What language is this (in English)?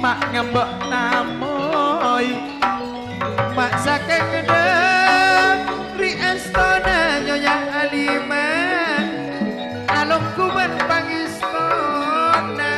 Madurese